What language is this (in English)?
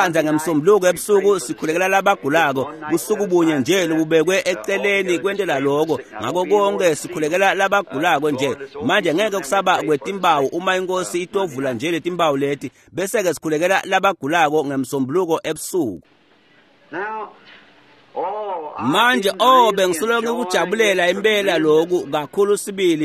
Swati